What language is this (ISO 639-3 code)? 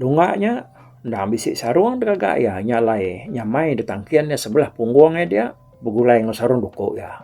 iba